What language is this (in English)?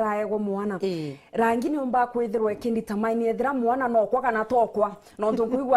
Meru